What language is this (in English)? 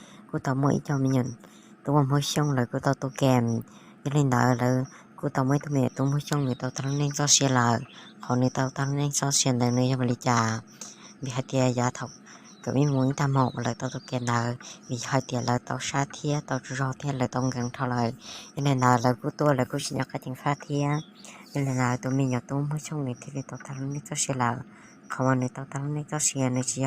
Hmong